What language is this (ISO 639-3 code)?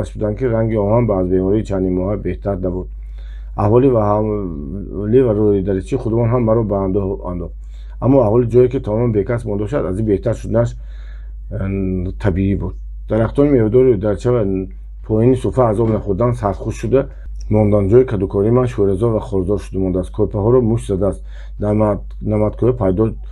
tgk